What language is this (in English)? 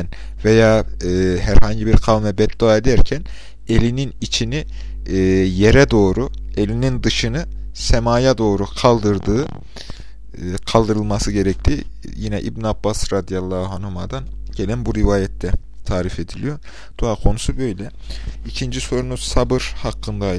Turkish